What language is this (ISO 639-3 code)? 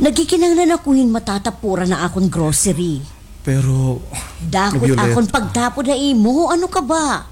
war